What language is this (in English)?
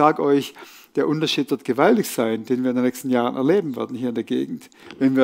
Swiss German